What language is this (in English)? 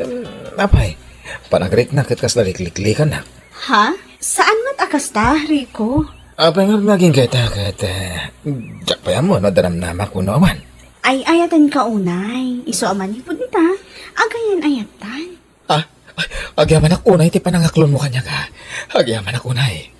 Iloko